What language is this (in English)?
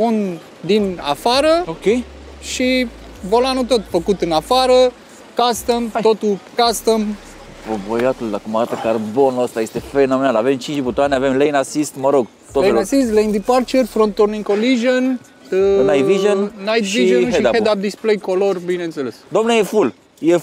Romanian